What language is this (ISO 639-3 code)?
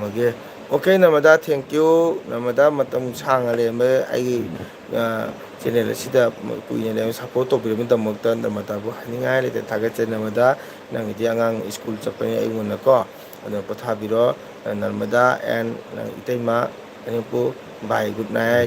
mni